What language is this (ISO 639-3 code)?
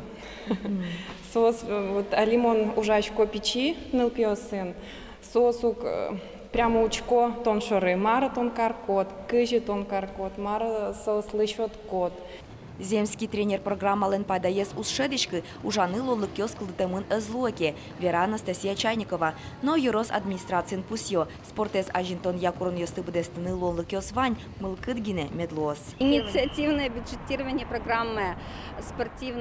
udm